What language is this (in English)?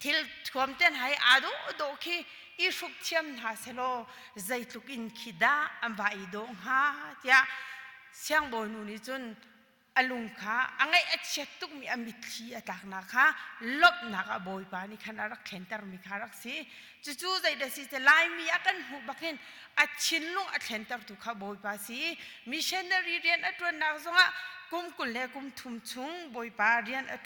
Hakha Chin